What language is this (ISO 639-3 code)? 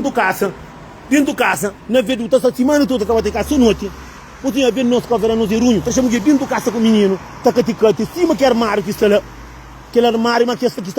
kea